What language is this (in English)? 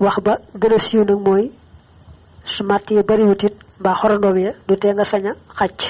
Wolof